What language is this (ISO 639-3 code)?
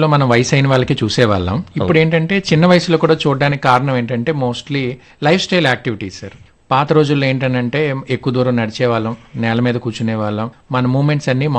tel